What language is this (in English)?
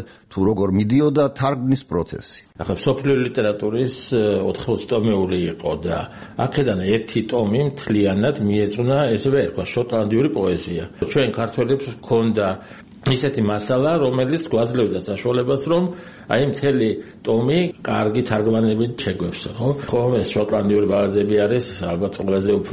Georgian